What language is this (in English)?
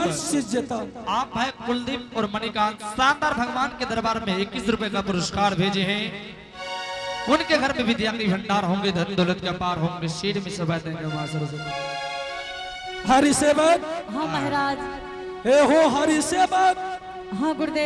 Angika